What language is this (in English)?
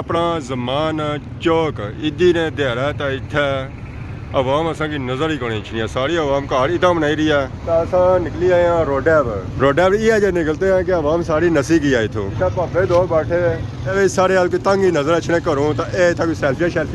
Pahari-Potwari